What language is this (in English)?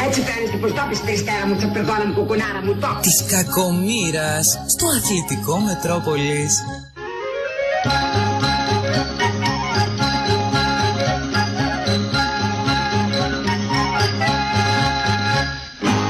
Greek